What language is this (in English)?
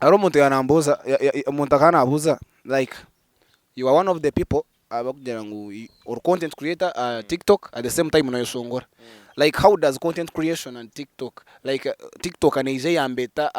Nyankole